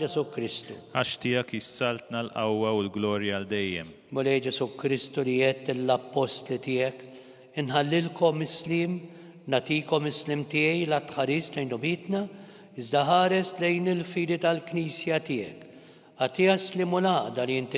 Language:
Maltese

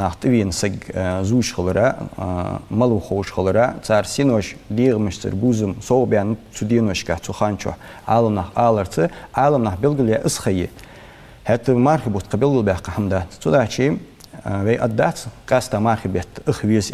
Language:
Ingush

